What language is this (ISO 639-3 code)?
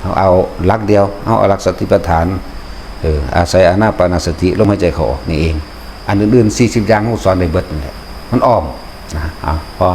lao